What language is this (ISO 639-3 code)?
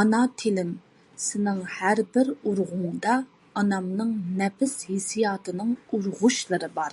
uig